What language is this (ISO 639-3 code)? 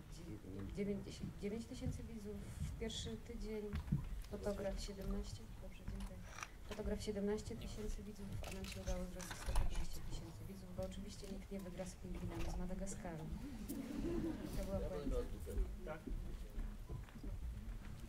pol